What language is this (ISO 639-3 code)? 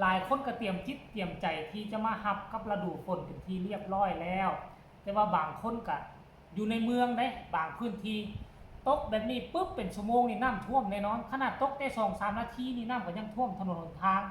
tts